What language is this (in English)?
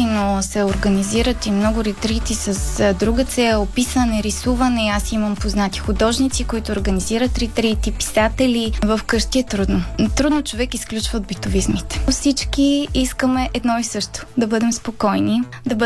Bulgarian